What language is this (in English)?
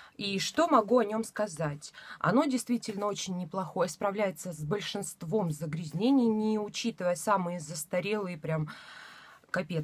Russian